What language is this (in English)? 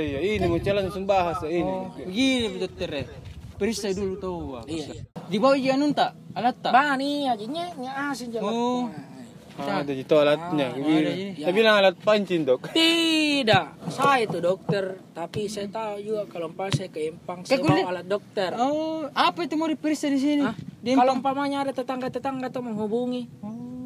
Makassar Malay